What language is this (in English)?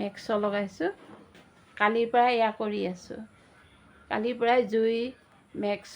Assamese